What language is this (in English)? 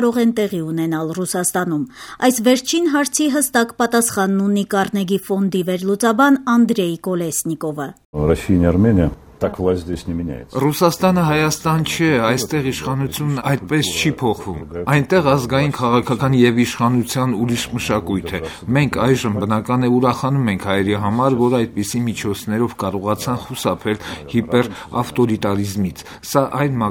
Armenian